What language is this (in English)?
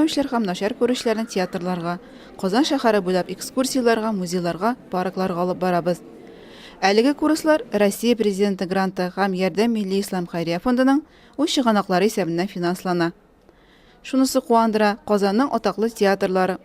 Tatar